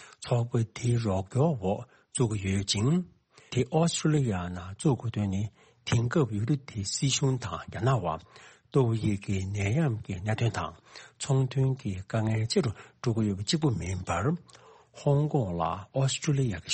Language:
Tibetan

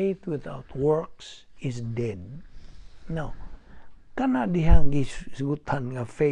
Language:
Cebuano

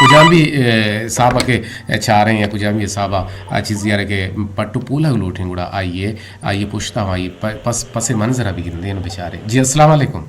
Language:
Eastern Balochi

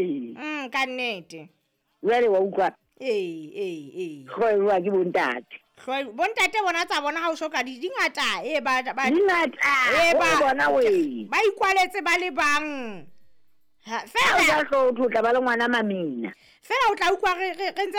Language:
Southern Sotho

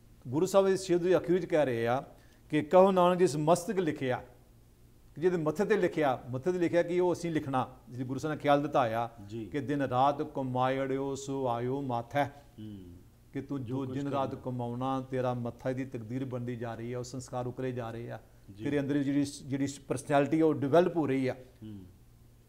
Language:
Punjabi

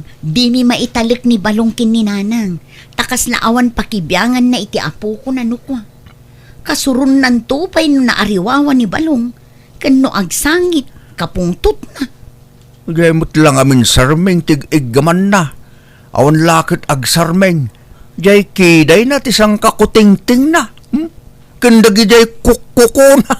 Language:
Iloko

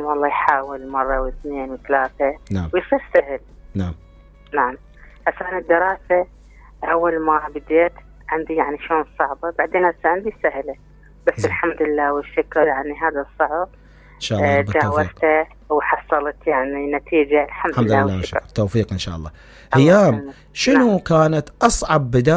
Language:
Mesopotamian Arabic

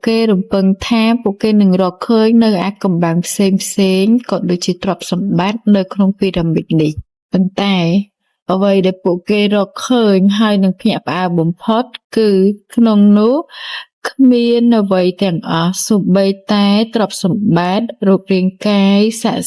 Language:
Khmer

